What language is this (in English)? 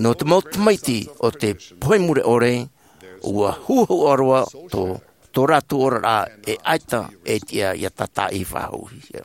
Tahitian